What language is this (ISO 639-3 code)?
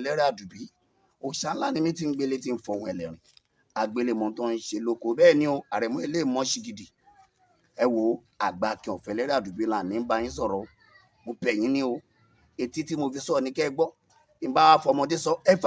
yor